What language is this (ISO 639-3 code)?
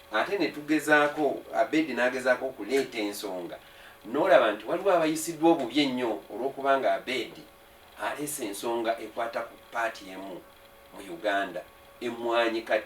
lug